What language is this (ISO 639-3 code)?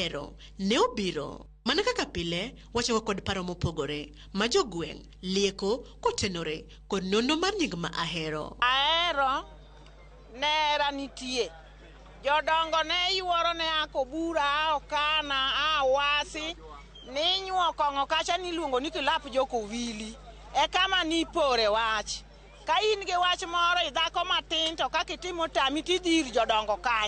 luo